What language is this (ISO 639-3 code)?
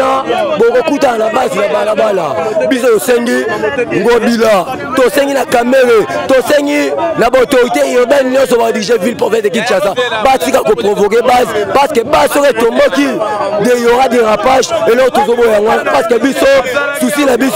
lin